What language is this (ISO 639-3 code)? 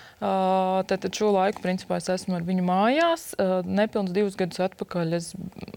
lav